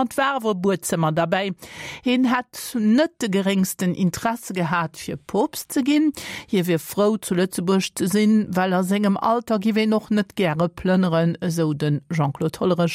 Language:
Luxembourgish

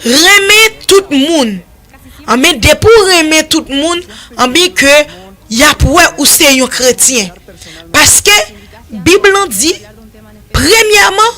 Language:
Haitian Creole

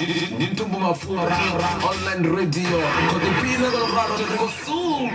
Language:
Venda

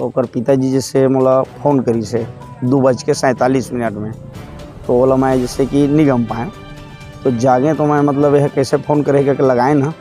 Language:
Chhattisgarhi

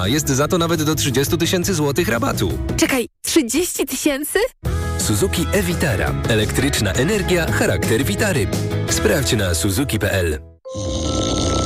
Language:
Polish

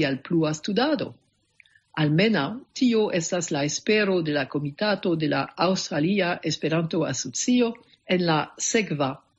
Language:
Esperanto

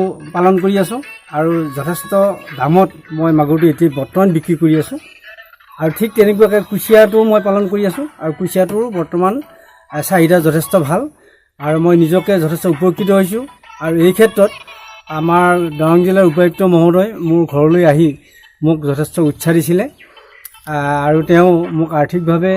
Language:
Assamese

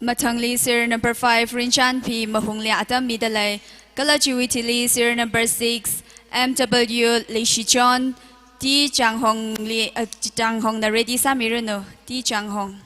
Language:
Tangkhul Naga (India)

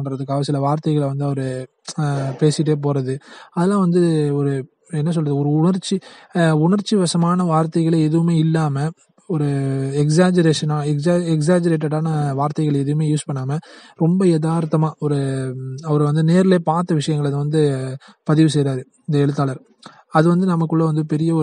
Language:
Tamil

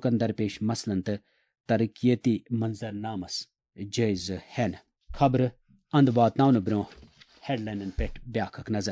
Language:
Kashmiri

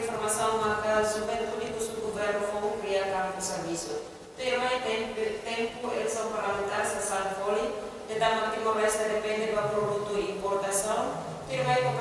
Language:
Tetum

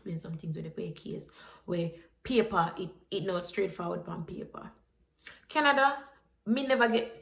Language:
Jamaican Creole English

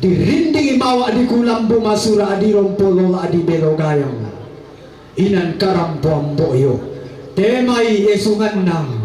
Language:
Toraja-Sa'dan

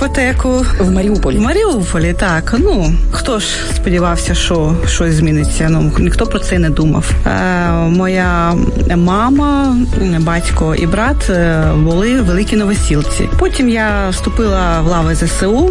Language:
Ukrainian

